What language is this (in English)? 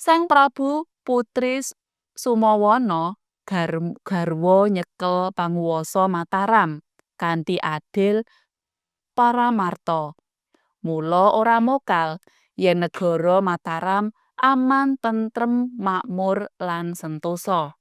Javanese